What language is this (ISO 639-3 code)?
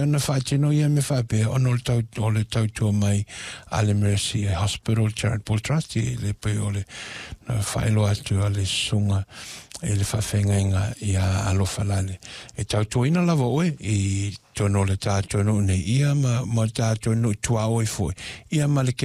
smo